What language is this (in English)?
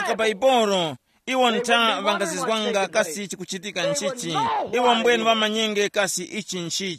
Tumbuka